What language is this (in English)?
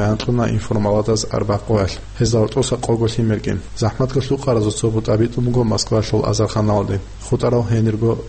Avaric